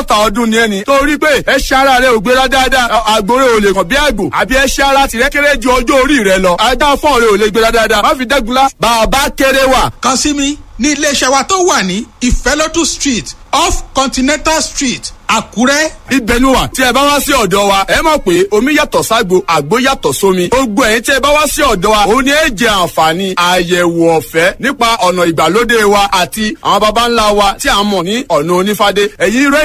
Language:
Yoruba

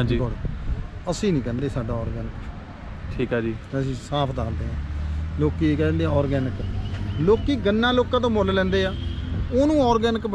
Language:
Punjabi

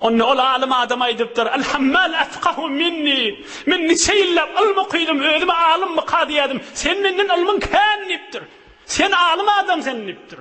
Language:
Turkmen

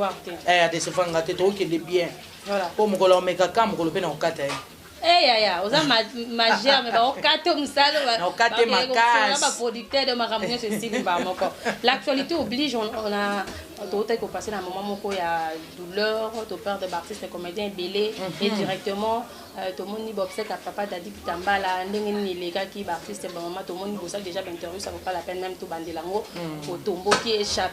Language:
Lingala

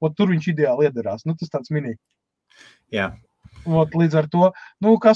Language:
Latvian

